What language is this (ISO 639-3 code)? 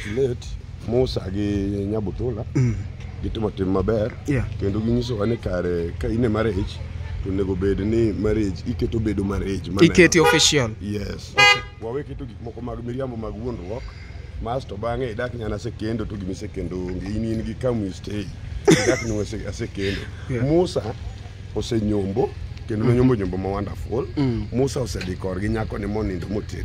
luo